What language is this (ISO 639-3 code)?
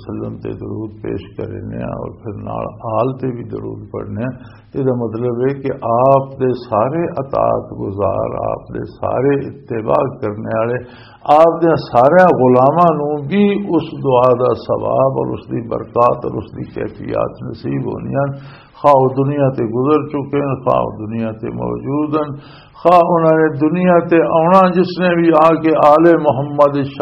lah